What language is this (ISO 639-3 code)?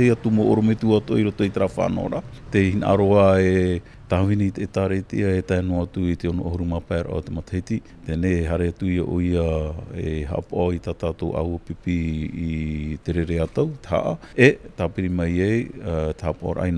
tah